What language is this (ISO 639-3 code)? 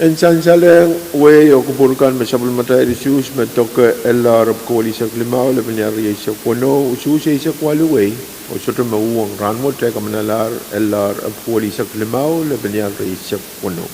pon